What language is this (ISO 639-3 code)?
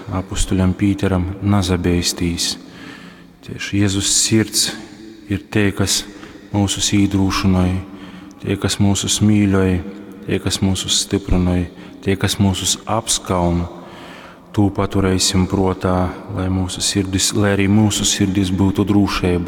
ltg